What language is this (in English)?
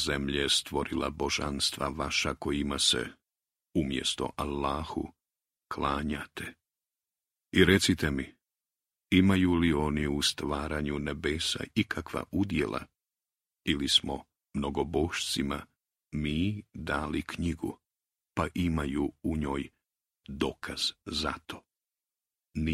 Croatian